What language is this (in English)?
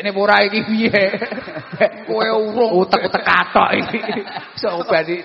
Javanese